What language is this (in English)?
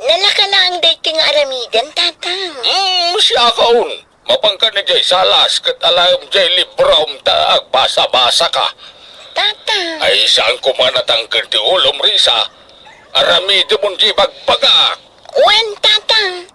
Iloko